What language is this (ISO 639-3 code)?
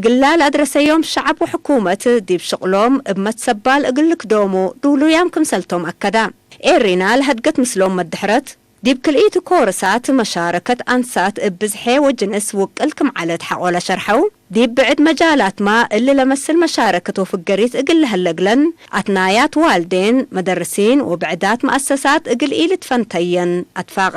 tig